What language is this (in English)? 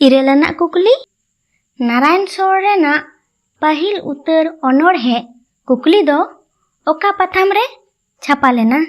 Santali